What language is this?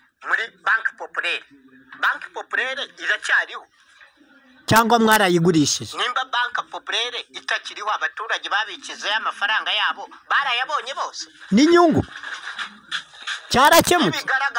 Kinyarwanda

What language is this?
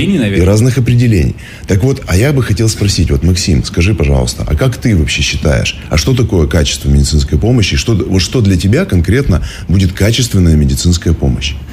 Russian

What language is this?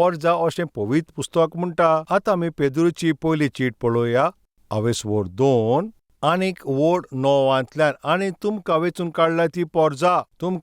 Konkani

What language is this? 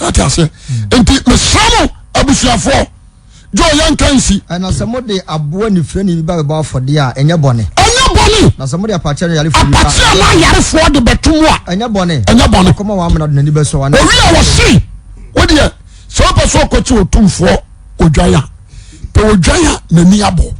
Akan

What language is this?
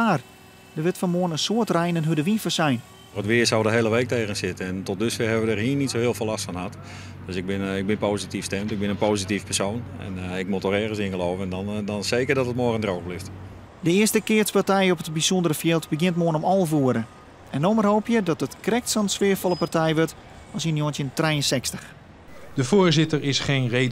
Western Frisian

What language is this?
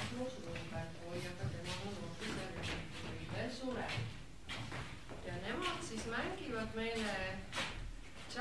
Estonian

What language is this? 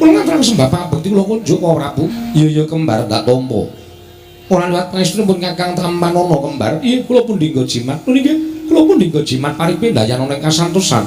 Javanese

